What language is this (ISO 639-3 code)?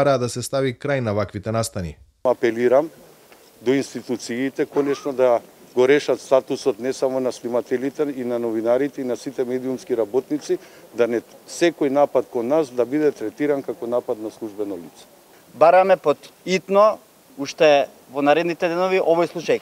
mkd